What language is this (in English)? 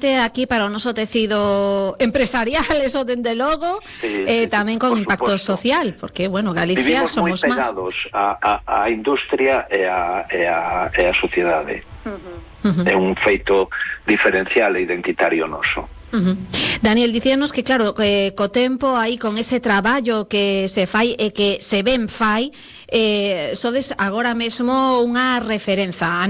Galician